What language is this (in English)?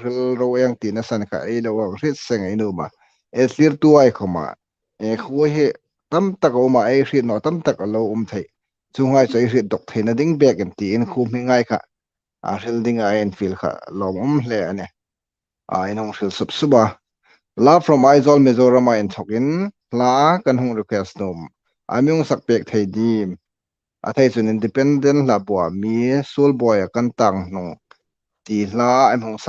Hmar